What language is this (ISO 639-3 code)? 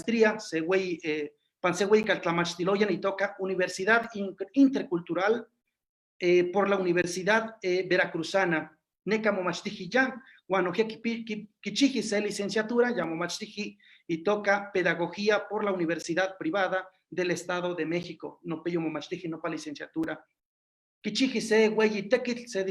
nhe